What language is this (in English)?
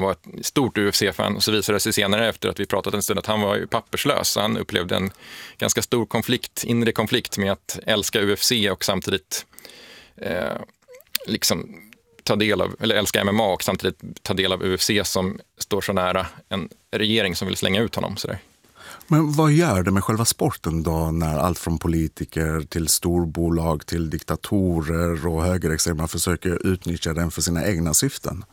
Swedish